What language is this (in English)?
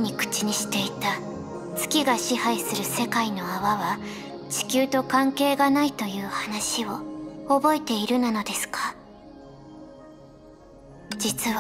Japanese